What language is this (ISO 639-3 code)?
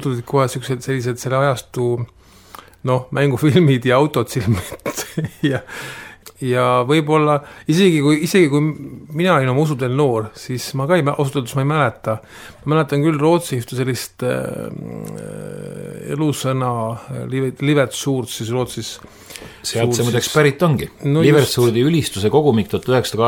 est